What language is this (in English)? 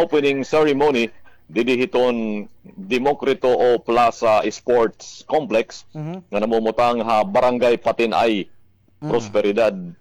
Waray